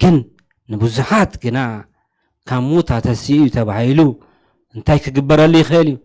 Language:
Tigrinya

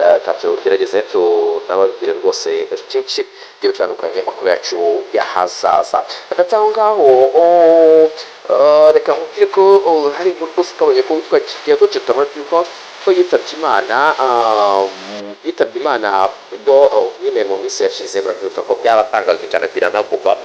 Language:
Kinyarwanda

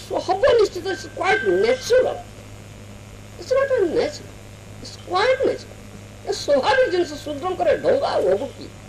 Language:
Odia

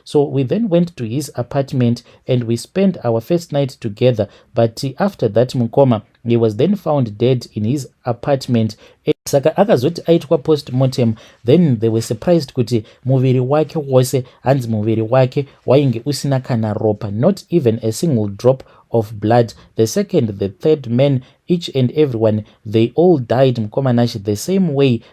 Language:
Shona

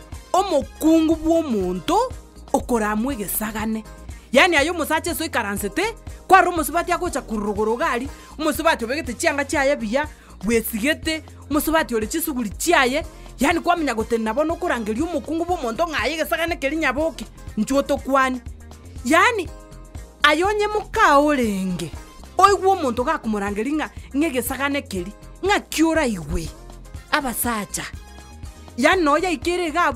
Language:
Gusii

